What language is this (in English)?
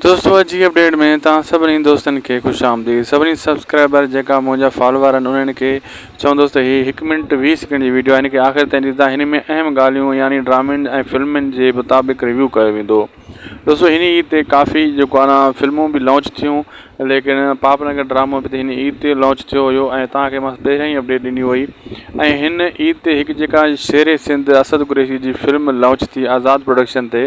Sindhi